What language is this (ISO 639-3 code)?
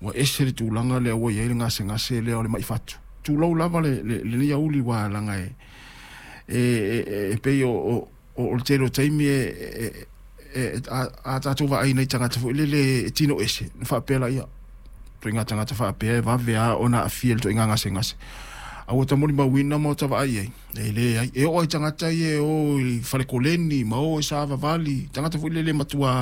smo